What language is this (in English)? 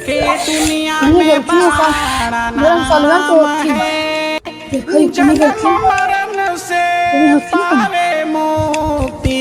Magahi